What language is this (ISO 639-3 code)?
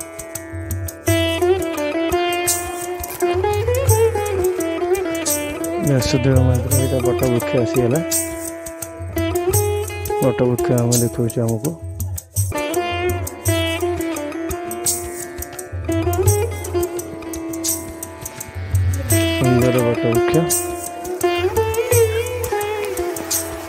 ori